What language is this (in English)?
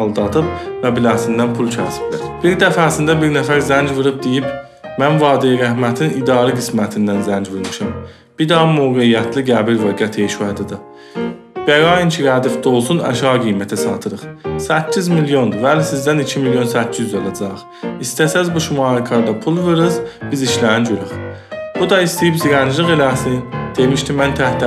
South Azerbaijani